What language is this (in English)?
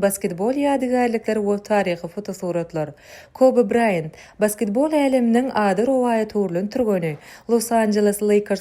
Turkmen